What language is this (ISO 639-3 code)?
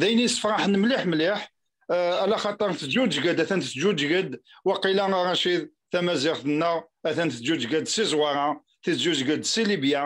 kab